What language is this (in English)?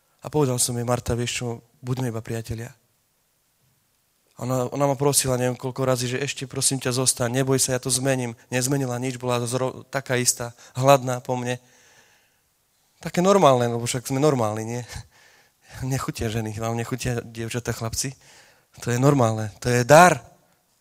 Slovak